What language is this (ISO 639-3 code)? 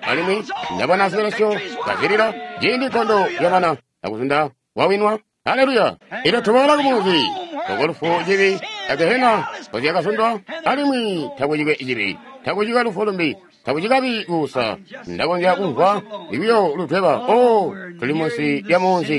toi